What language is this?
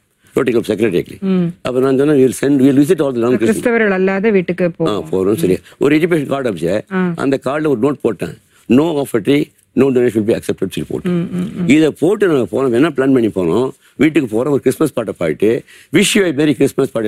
Tamil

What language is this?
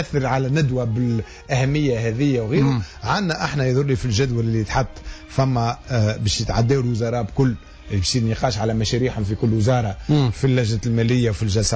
Tunisian Arabic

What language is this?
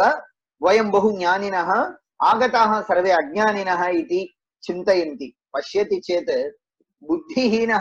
Sanskrit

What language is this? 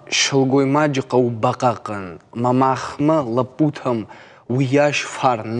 Ossetic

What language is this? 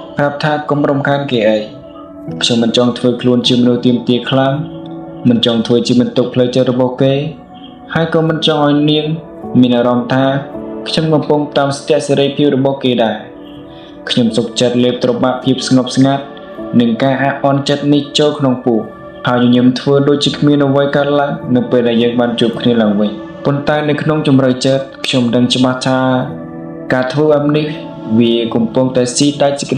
Khmer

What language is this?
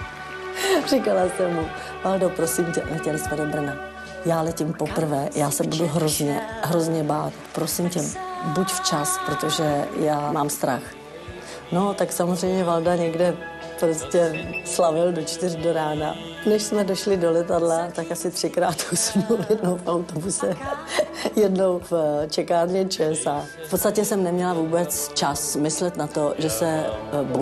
Czech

